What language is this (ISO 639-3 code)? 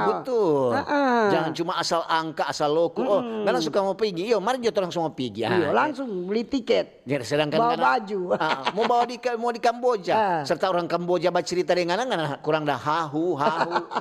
xmm